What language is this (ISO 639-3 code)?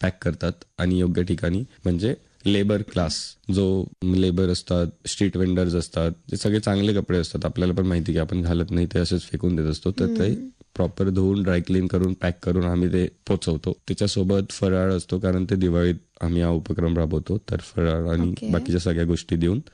mar